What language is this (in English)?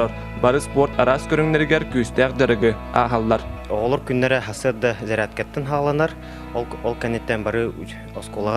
Yakut